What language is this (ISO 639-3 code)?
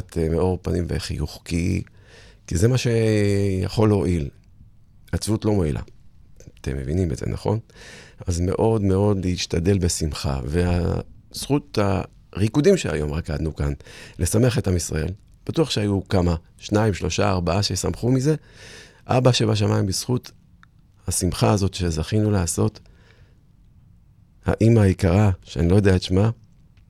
heb